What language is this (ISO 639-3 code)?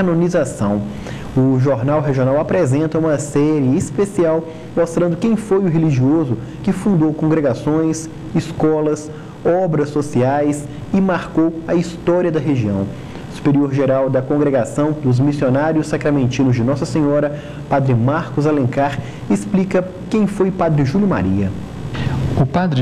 por